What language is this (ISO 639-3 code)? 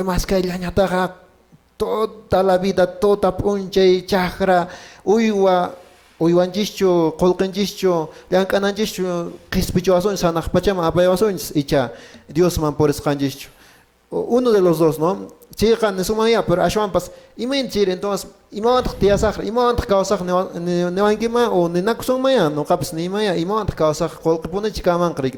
que